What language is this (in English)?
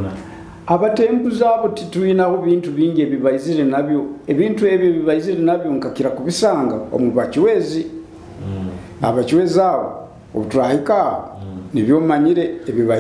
Nyoro